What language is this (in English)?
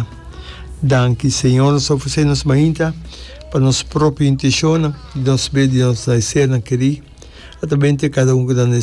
Papiamento